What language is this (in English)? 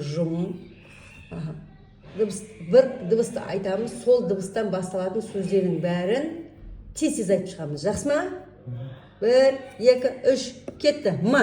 Kazakh